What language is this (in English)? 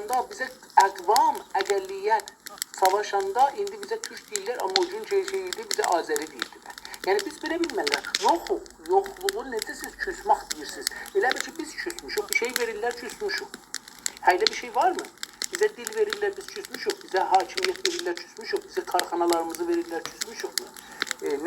South Azerbaijani